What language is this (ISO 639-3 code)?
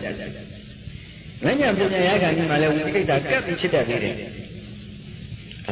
mya